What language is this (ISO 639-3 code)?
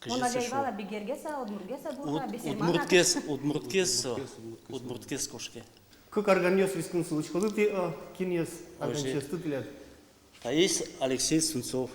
udm